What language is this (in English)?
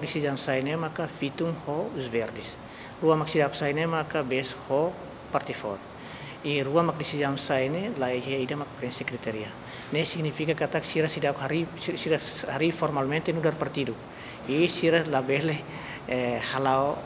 Tetum